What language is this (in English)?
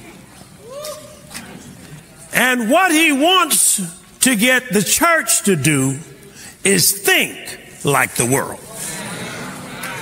English